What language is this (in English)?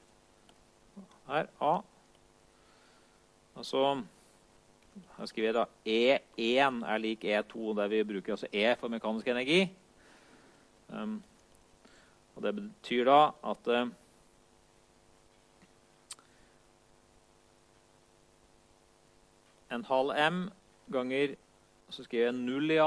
Norwegian